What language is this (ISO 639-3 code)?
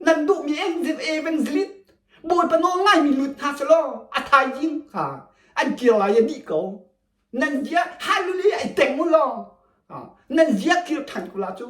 cnh